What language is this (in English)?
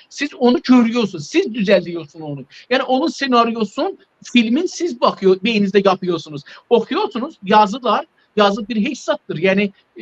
South Azerbaijani